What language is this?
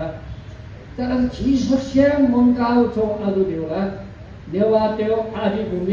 Newari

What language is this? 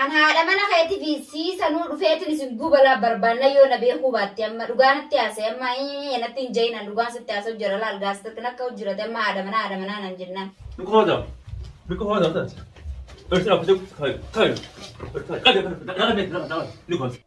Oromo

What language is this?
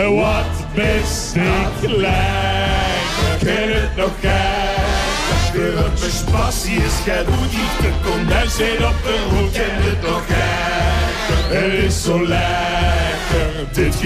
Limburgish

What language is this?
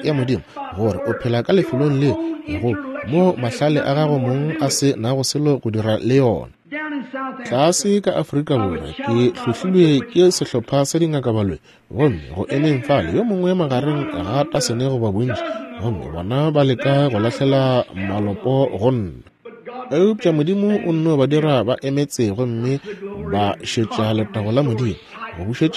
Northern Sotho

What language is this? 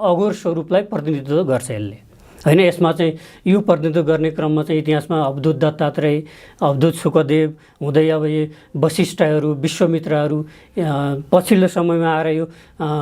Nepali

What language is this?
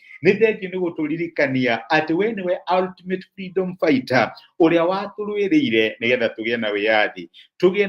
Kikuyu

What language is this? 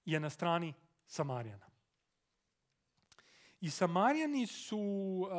Serbian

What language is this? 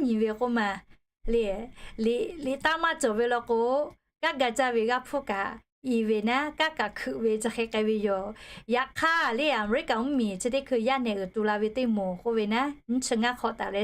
Lahu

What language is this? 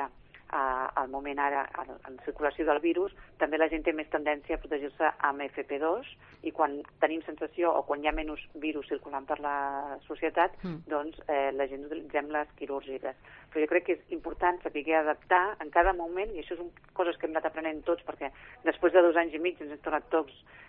Catalan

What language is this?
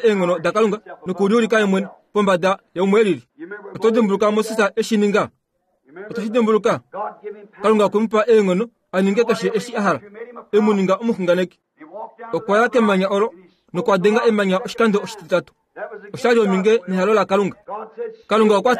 Kuanyama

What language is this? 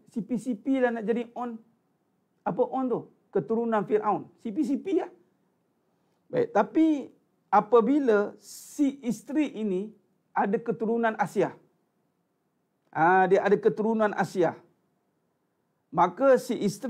Malay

